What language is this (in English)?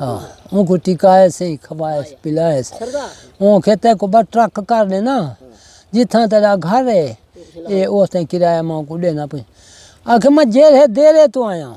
Saraiki